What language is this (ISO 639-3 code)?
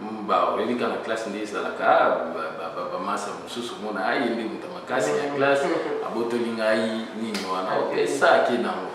lin